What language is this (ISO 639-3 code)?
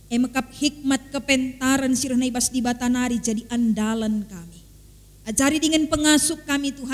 btx